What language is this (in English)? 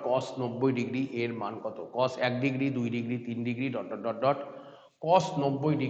Bangla